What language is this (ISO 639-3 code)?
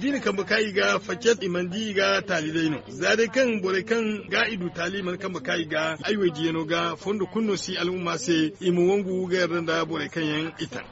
dje